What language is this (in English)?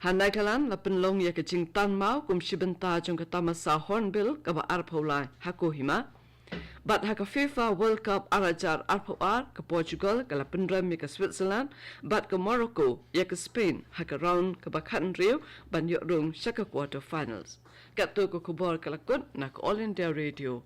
Khasi